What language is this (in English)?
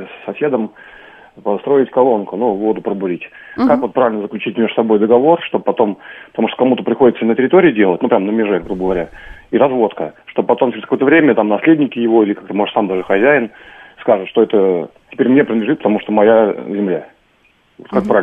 Russian